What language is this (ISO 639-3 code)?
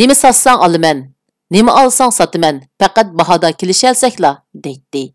uig